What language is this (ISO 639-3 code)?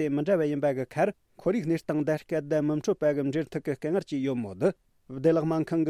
bod